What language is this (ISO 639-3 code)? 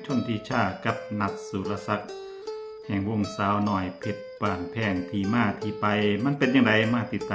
lao